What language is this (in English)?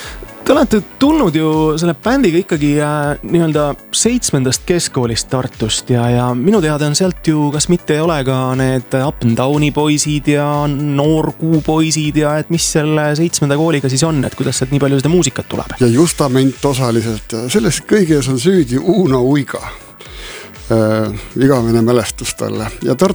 Estonian